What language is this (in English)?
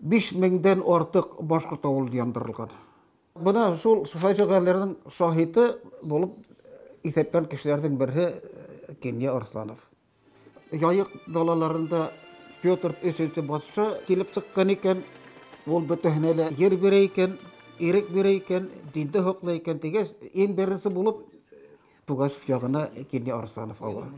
Bashkir